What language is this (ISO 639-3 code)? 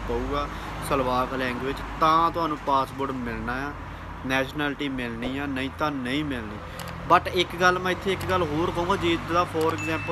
pan